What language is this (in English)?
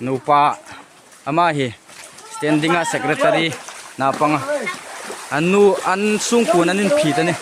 Hmar